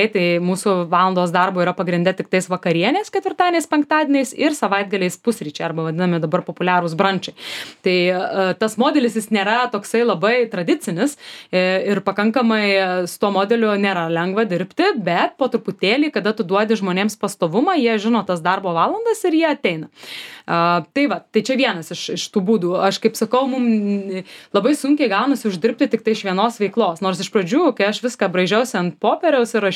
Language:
Lithuanian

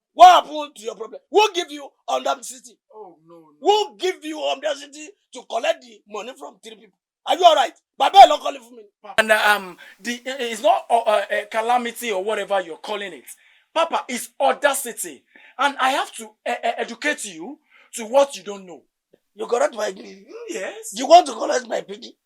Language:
Yoruba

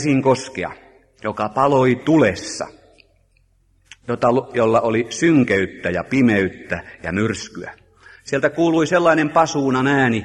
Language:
Finnish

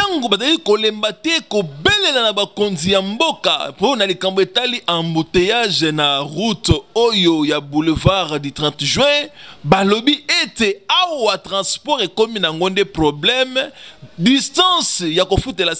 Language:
Lingala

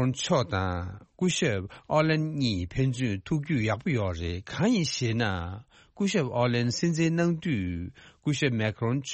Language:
Tibetan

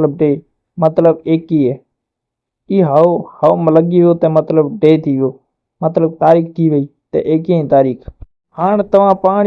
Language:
Sindhi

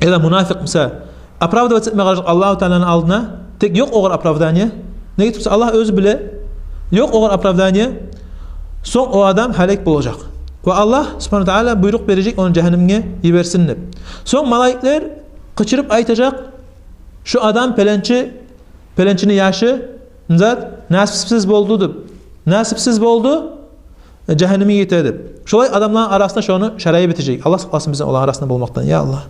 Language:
Kumyk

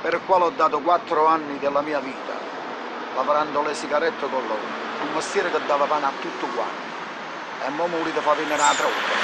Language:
Neapolitan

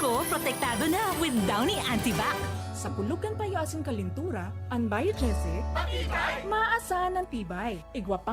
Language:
Bikol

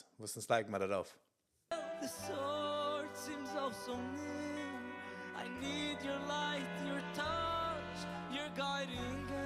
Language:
Yiddish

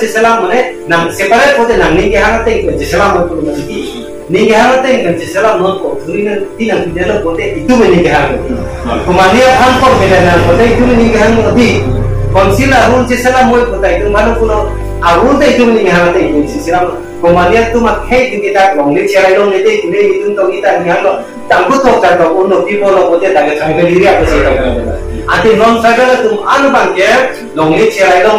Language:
Karbi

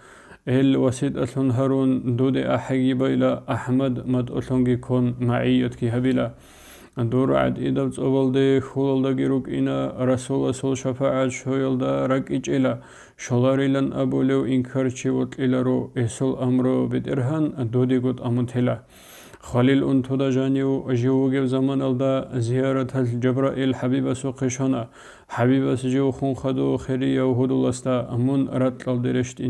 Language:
Avaric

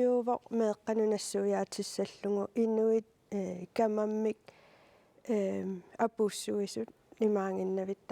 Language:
Kalaallisut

